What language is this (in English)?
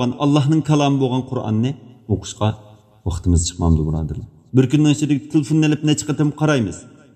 Uyghur